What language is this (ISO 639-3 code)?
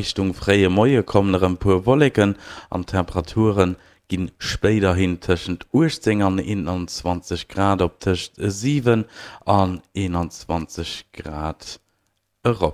ltz